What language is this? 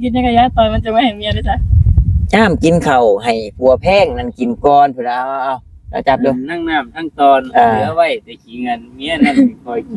Northeastern Thai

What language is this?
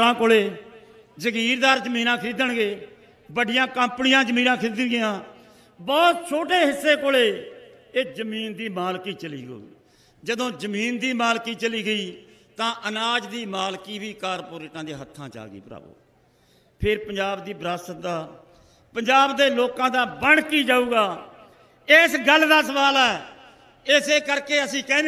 Punjabi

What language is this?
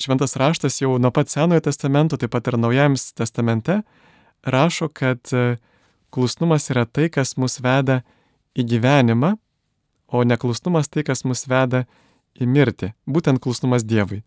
Lithuanian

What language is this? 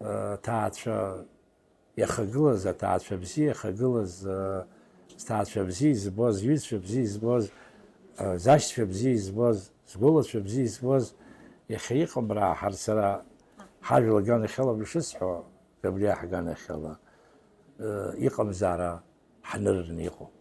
Abkhazian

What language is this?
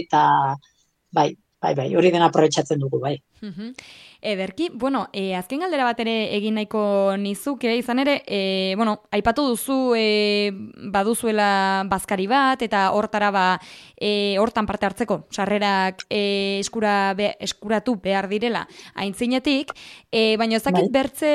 Basque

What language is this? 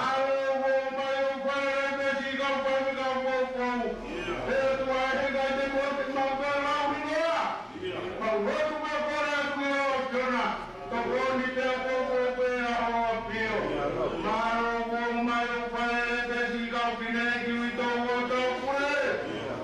Tongan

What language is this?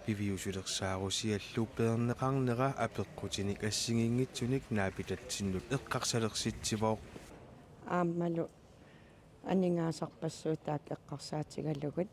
Kalaallisut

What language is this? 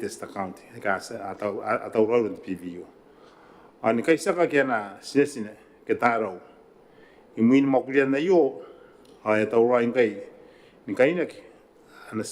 Gilbertese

